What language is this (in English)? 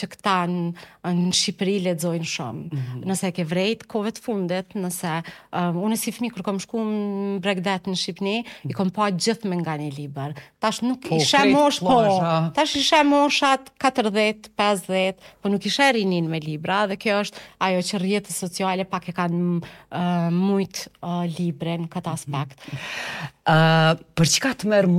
Albanian